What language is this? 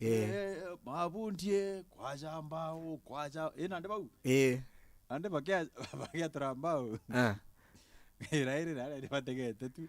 Meru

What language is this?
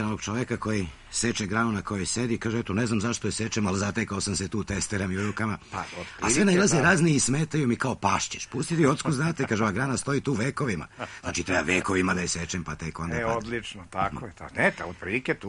Serbian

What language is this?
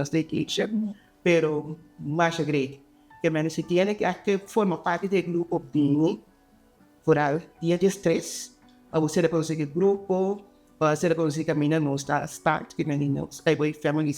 Papiamento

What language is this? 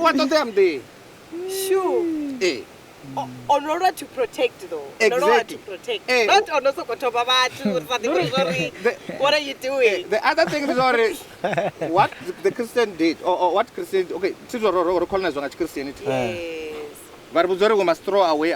Venda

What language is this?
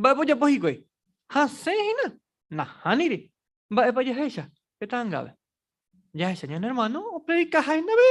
Guarani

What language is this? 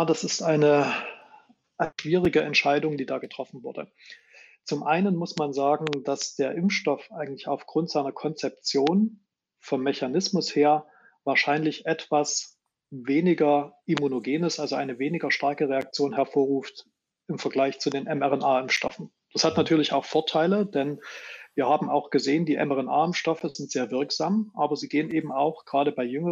German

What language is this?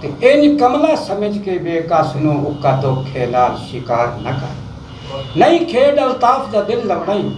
Saraiki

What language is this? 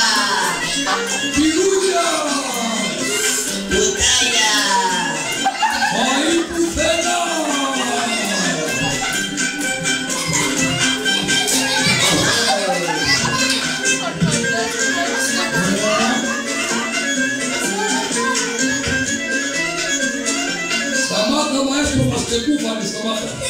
Greek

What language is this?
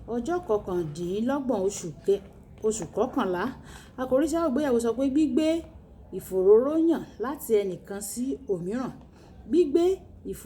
Yoruba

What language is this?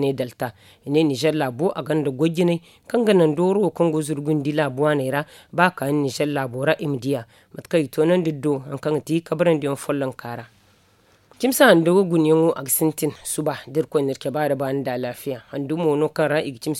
Zarma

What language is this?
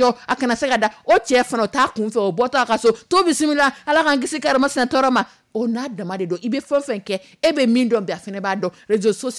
Dyula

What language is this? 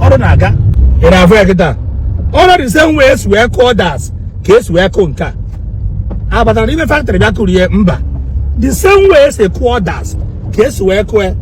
Igbo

